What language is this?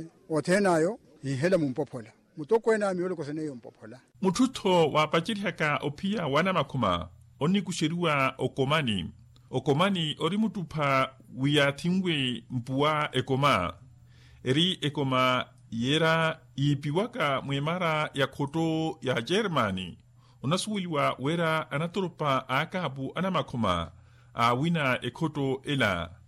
Makhuwa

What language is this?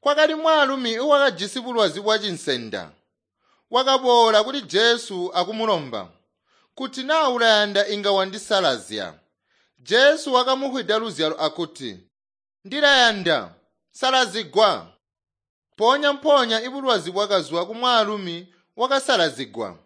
Tonga (Zambia)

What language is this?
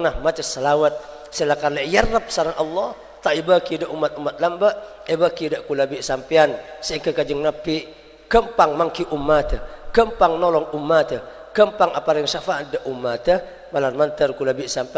Madurese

